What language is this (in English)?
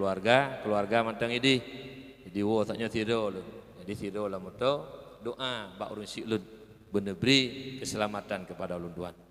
Achinese